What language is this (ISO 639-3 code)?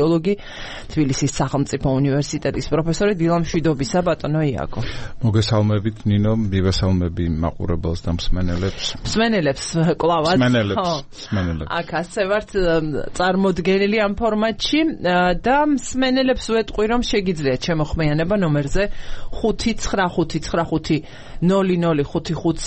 kat